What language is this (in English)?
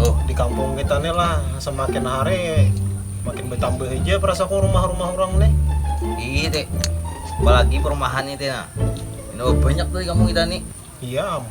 Banjar